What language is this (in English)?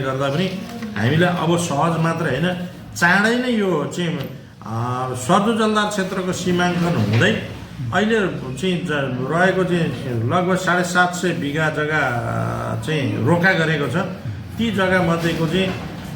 Nepali